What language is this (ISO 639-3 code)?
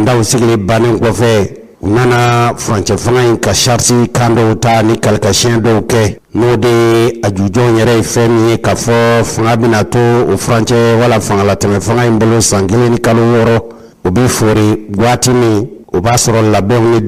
bam